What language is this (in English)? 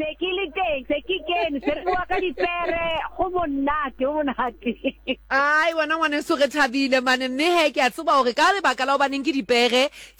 Southern Sotho